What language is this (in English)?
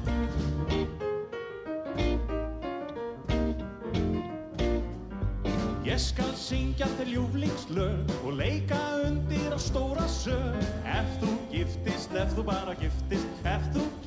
Icelandic